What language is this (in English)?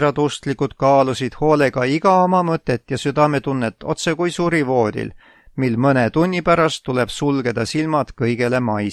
Estonian